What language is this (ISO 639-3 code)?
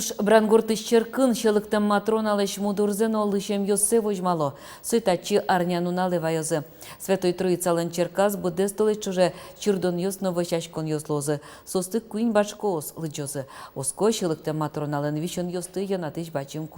udm